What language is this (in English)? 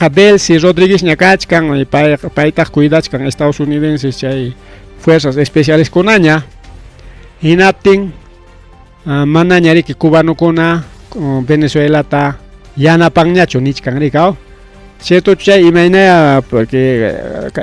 Ayacucho Quechua